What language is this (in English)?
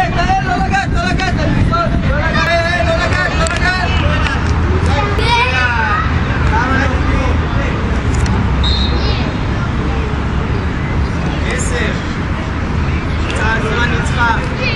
Hebrew